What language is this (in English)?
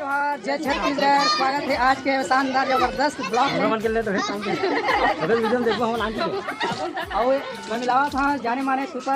Chhattisgarhi